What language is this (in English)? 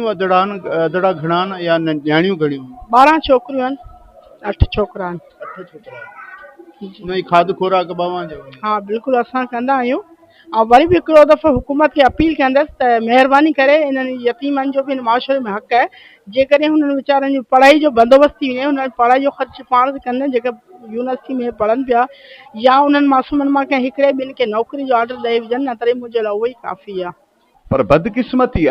Sindhi